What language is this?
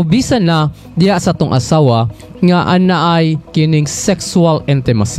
Cebuano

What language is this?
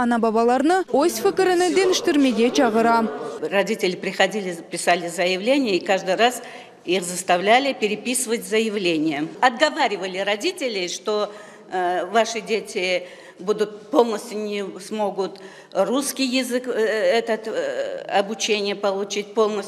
Crimean Tatar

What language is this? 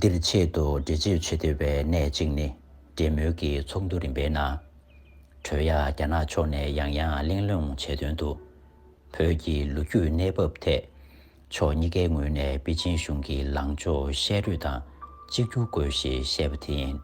Tibetan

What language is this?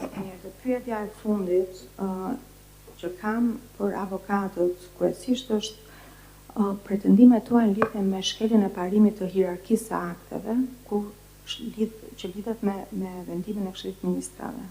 Albanian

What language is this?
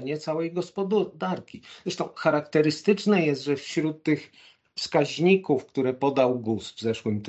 Polish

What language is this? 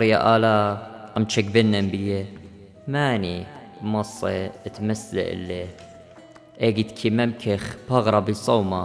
Assyrian Neo-Aramaic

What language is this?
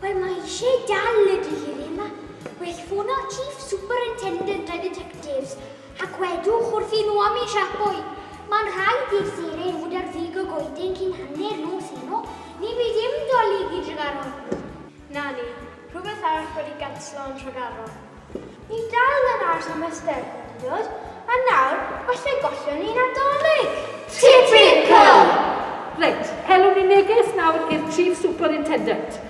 Welsh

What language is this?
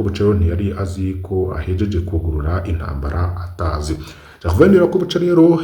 Rundi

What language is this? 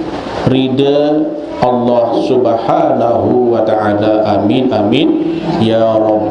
Sasak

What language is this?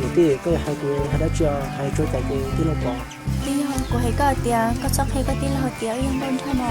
Hmong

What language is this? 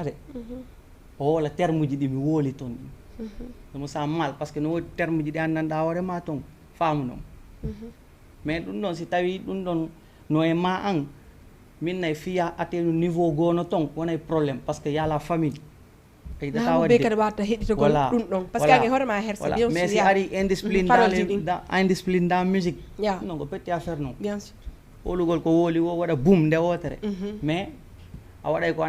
Fula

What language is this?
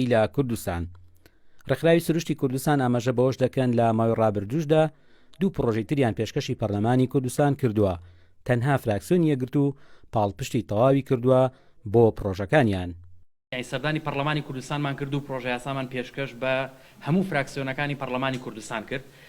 Central Kurdish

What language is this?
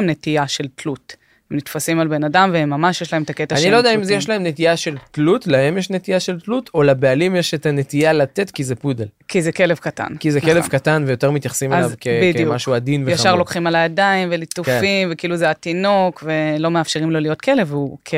Hebrew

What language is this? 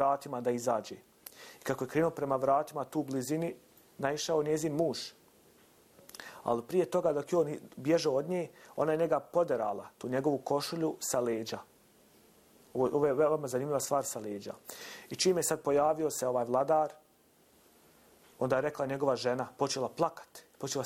Bosnian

